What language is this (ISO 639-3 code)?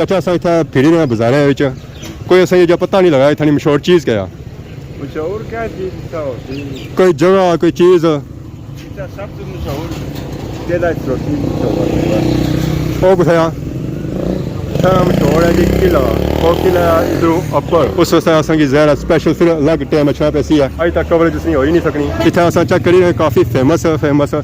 phr